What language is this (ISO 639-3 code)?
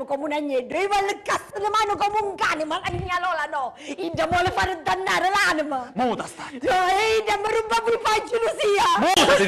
scn